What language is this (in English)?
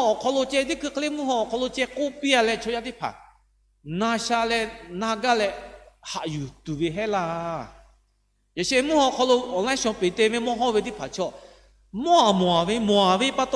Lahu